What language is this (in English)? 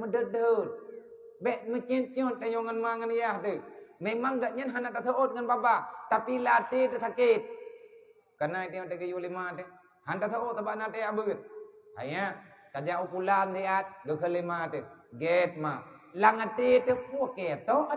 Achinese